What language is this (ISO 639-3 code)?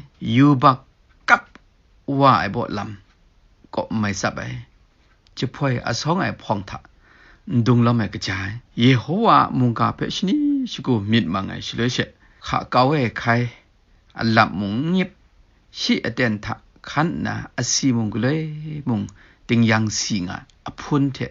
kac